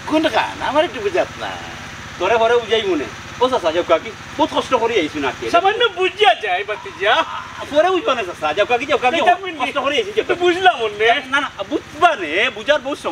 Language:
Sylheti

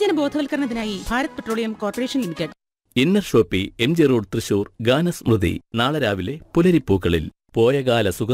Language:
Malayalam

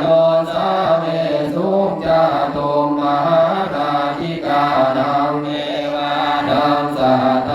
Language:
Pali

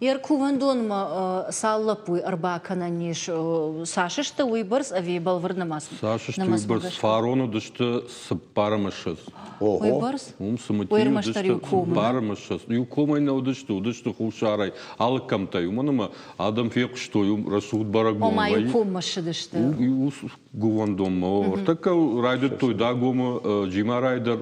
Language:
Ossetic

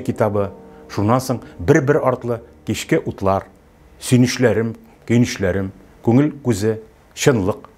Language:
Tatar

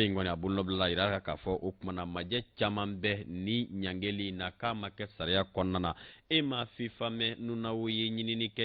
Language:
Bambara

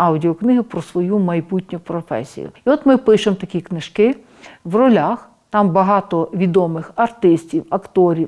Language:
Ukrainian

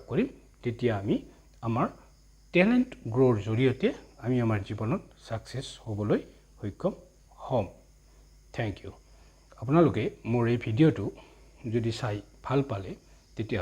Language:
Assamese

